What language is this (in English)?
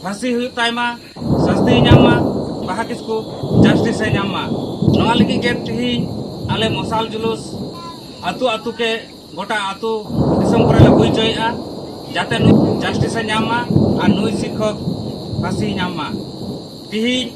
Santali